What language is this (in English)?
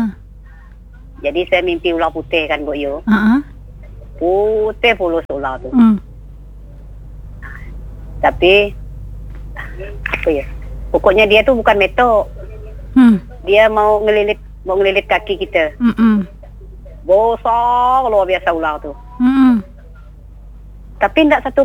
Malay